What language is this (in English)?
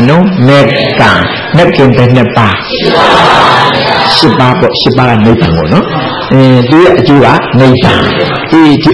Burmese